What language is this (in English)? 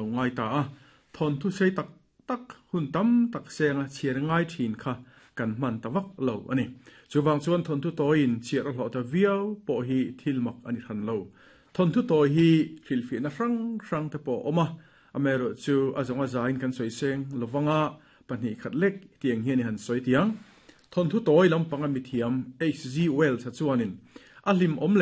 Mizo